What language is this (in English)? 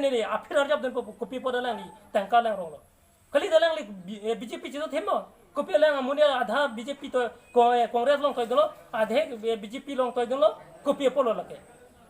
Karbi